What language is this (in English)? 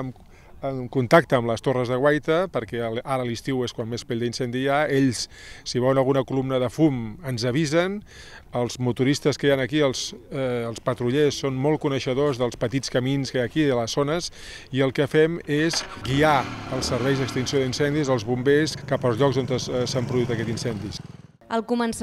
Catalan